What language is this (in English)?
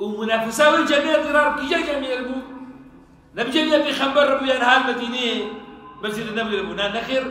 Kurdish